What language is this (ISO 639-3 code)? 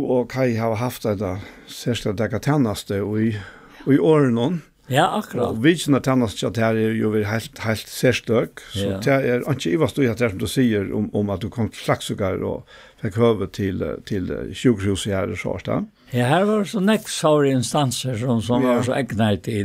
fao